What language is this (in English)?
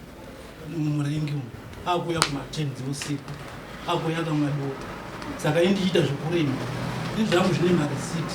Shona